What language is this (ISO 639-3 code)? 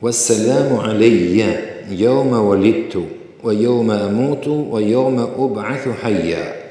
sqi